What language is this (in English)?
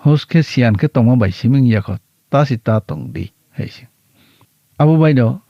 Kok Borok